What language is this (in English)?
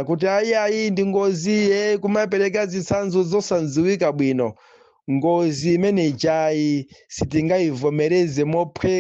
Nyanja